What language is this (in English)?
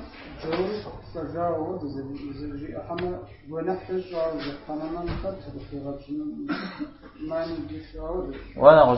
Kabardian